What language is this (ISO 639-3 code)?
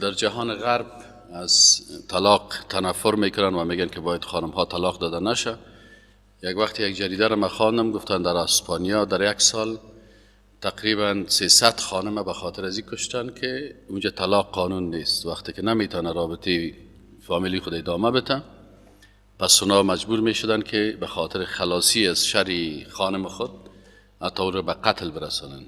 fas